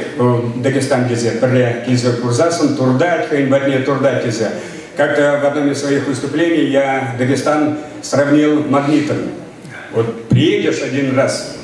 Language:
Chuvash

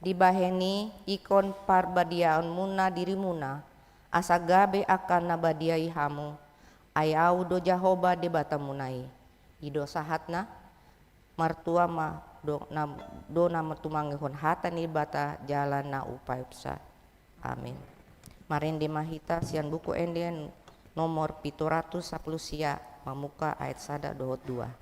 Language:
Batak Toba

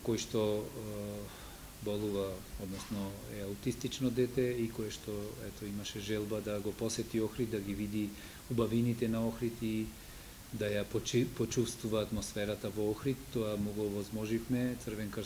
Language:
Macedonian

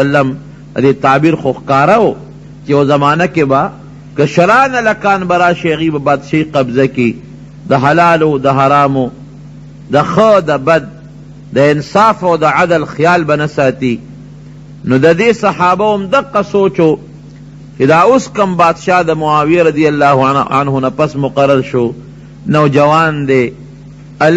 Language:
Pashto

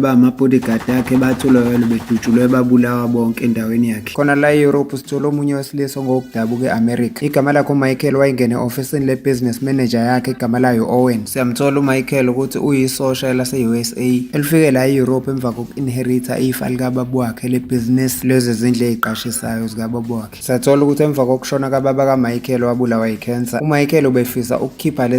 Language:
Zulu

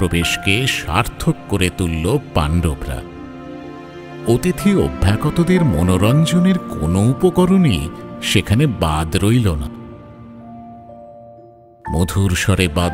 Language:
Bangla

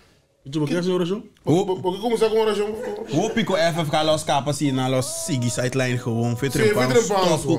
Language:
Papiamento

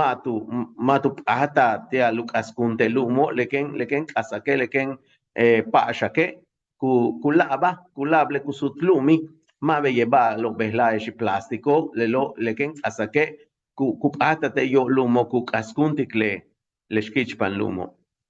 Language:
Yucateco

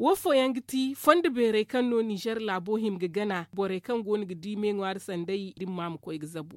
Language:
Zarma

